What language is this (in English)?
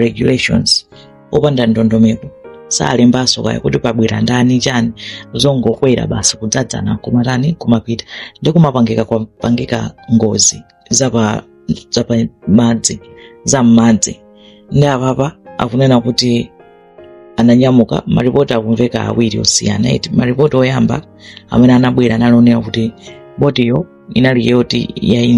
Nyanja